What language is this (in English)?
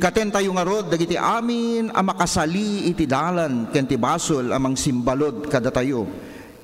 Iloko